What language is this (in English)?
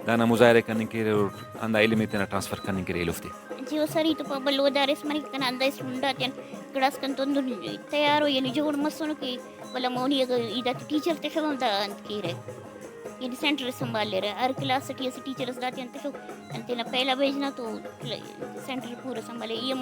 Brahui